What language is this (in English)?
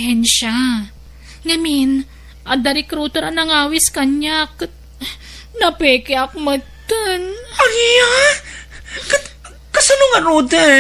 Iloko